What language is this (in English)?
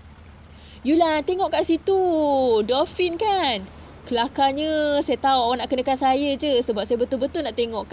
Malay